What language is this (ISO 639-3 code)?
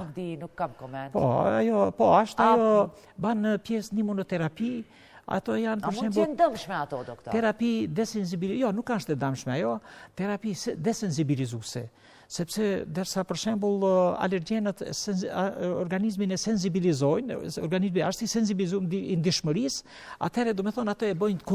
sqi